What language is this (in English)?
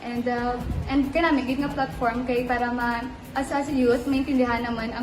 Hiligaynon